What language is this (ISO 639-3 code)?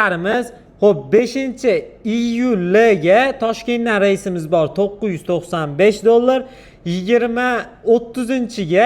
uzb